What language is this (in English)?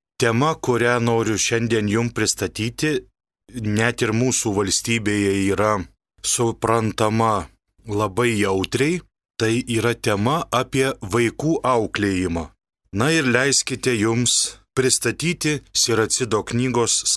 Lithuanian